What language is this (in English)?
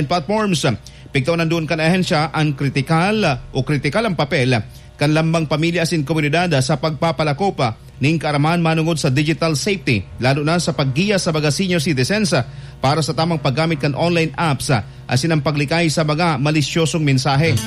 Bikol